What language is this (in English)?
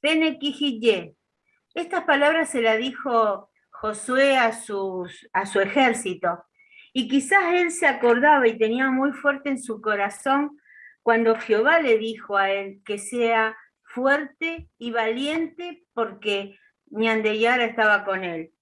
Guarani